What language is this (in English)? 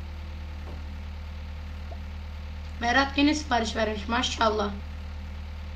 Turkish